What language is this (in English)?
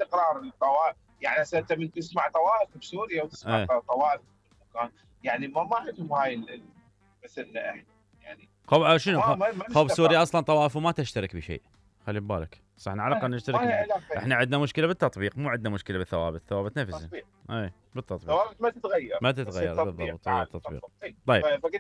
Mesopotamian Arabic